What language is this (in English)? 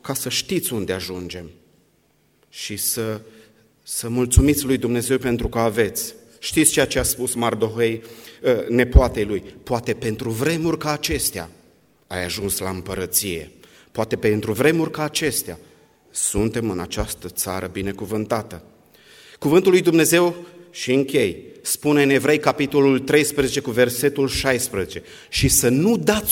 Romanian